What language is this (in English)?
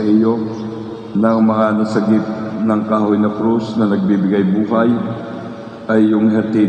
Filipino